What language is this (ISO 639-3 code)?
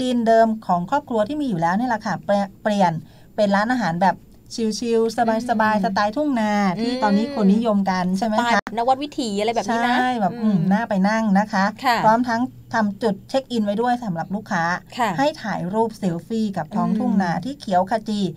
tha